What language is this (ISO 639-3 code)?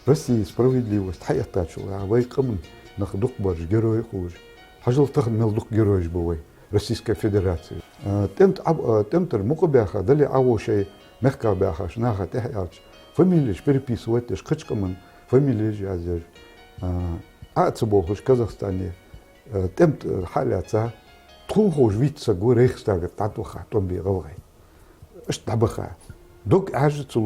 inh